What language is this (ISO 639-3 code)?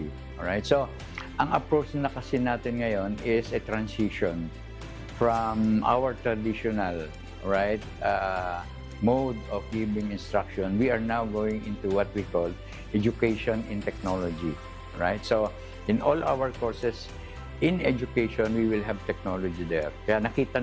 bik